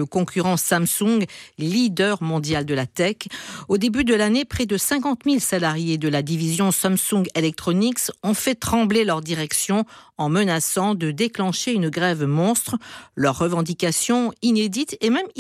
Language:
French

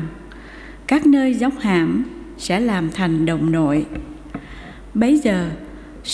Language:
Vietnamese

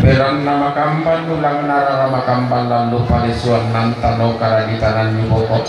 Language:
Toraja-Sa'dan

